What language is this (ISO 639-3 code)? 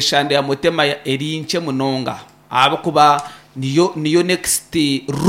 nyn